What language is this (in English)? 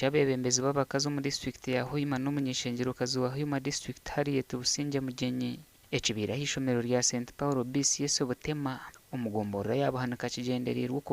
Nyankole